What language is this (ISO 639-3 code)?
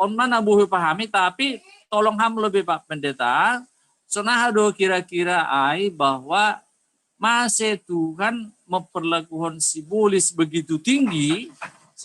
bts